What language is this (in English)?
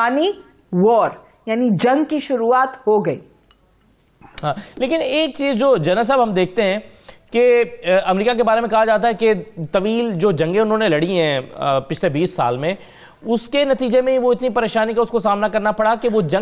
Urdu